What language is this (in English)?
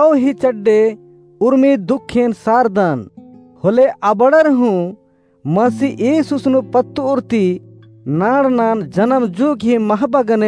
Kurukh